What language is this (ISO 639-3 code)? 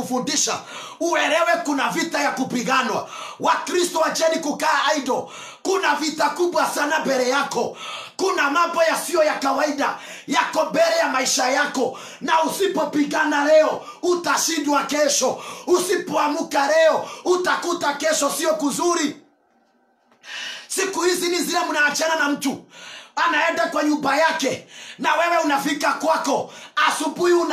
swa